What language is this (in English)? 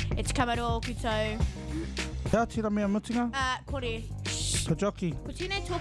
Māori